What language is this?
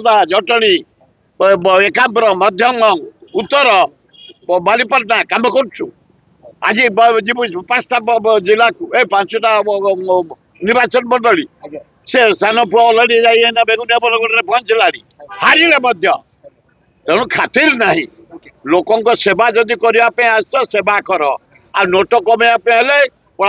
Odia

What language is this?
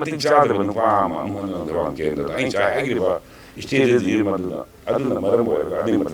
Manipuri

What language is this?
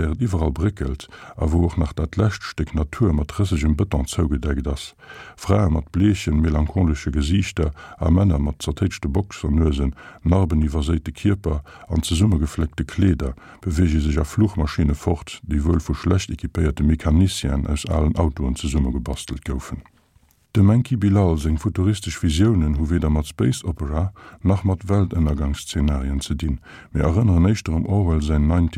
Luxembourgish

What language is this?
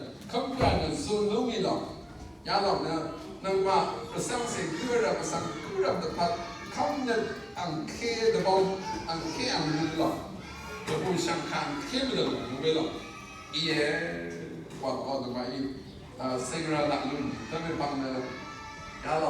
Rawang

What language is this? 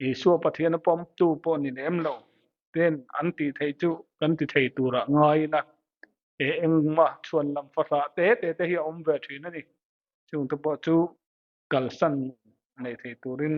Mizo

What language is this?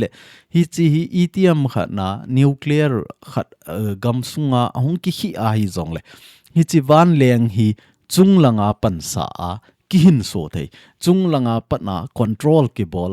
Thado Chin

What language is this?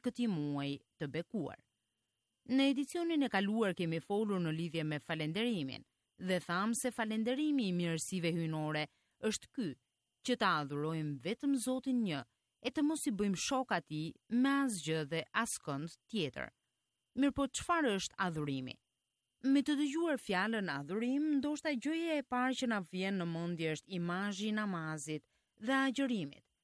Albanian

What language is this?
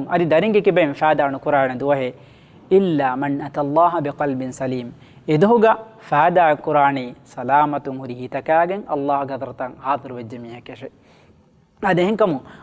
Divehi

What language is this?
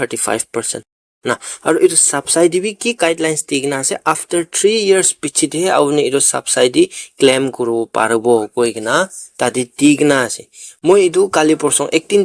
Naga Pidgin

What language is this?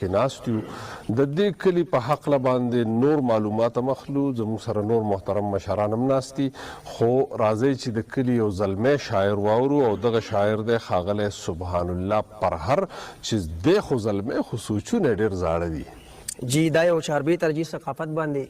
Pashto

